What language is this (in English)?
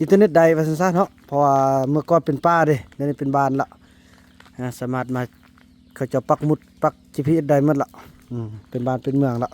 Northeastern Thai